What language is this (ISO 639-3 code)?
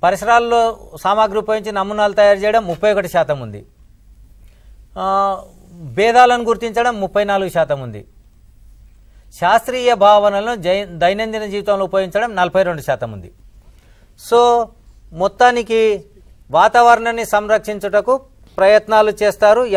tel